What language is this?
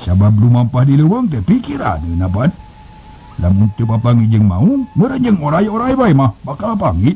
Sundanese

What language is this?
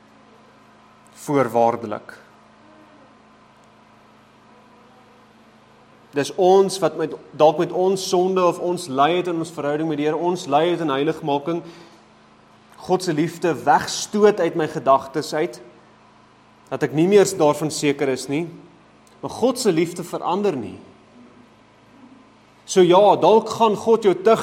Afrikaans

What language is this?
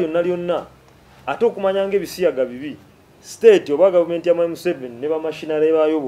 Ganda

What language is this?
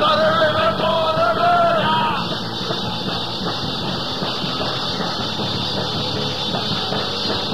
Swedish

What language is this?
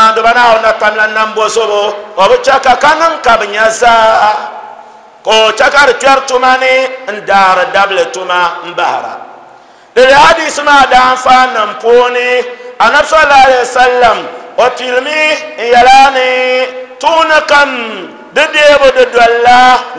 Dagbani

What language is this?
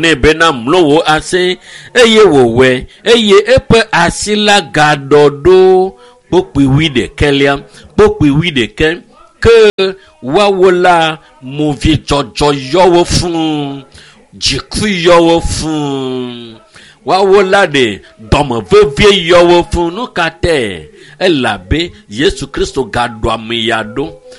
Ewe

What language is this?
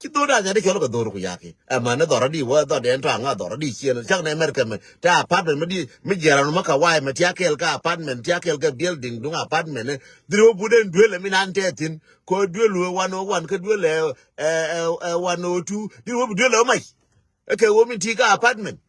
Nuer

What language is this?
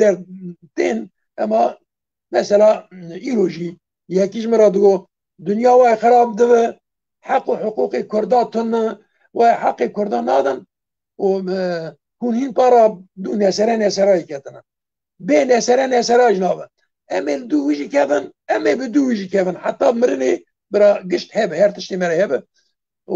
Kurdish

